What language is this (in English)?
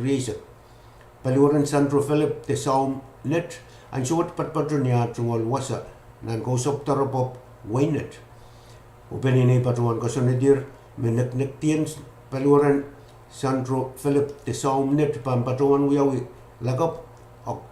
Pohnpeian